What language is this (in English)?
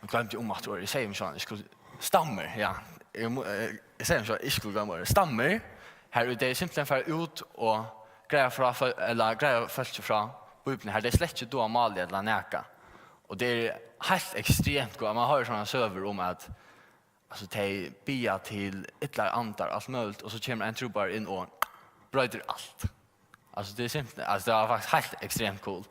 Faroese